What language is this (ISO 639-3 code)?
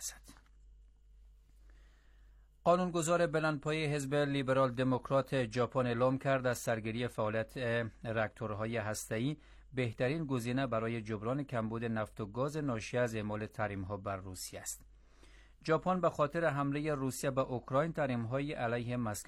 fas